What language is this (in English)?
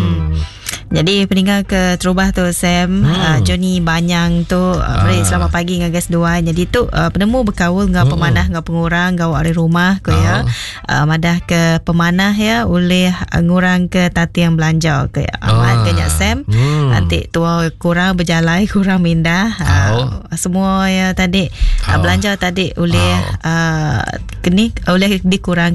Iban